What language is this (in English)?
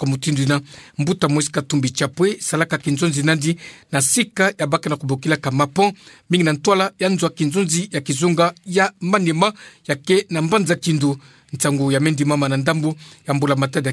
Kituba (Democratic Republic of Congo)